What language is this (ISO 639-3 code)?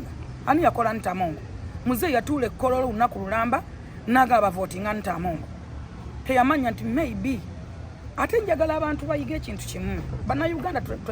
lug